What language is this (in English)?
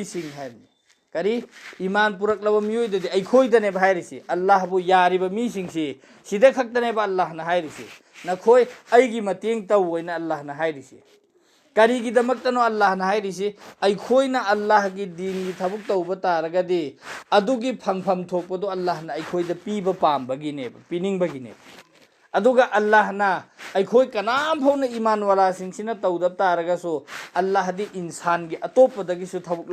Manipuri